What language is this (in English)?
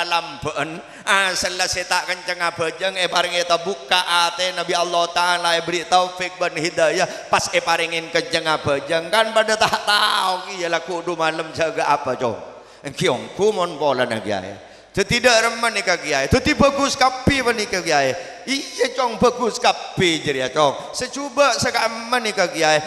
Madurese